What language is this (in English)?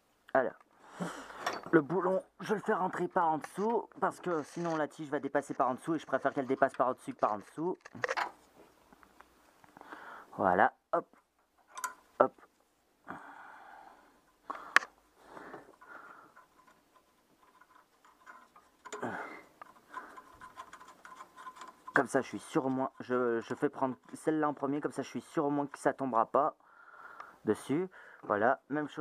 French